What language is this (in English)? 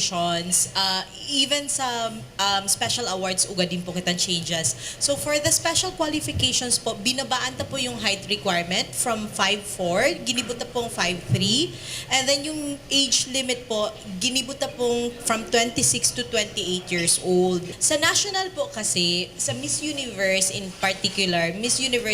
Bikol